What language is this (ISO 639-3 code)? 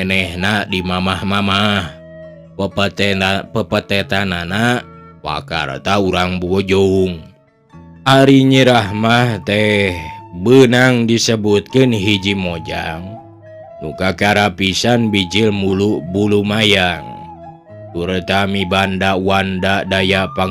sun